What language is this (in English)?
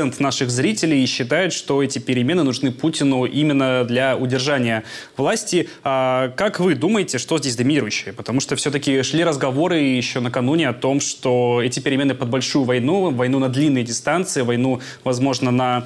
Russian